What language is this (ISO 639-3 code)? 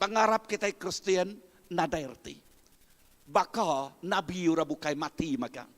iba